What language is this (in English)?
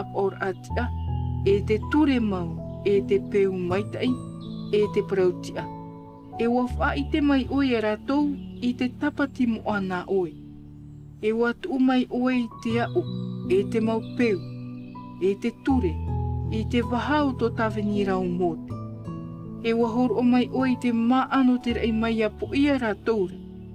Tahitian